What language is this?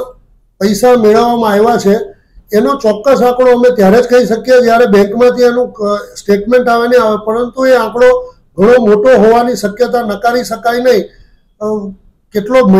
Gujarati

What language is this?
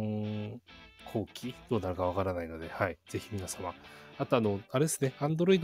Japanese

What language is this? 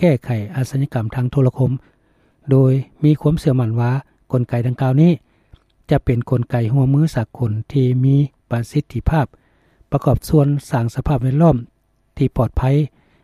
Lao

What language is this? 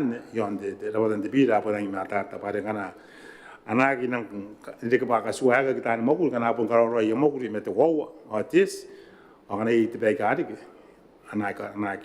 Gilbertese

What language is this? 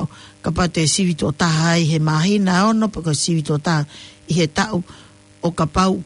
Tongan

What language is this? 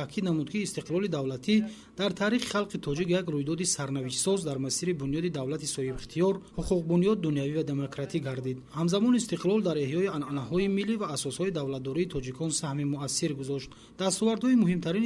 Tajik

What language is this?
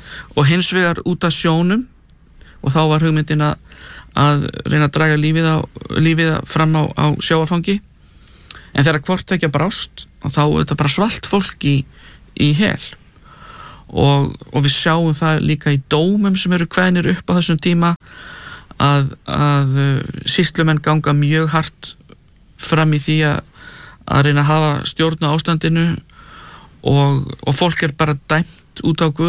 Icelandic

